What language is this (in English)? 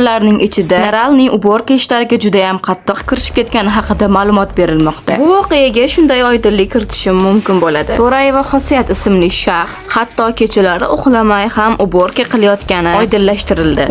Uzbek